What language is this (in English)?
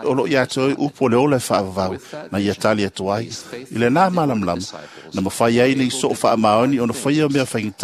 Samoan